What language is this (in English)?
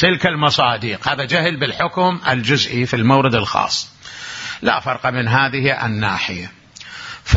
Arabic